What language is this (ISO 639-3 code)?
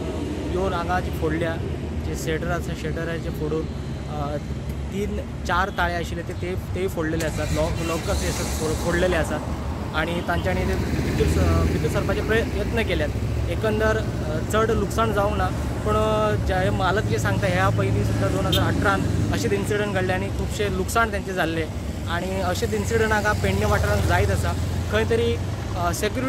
kok